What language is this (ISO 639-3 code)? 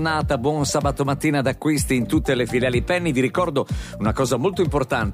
ita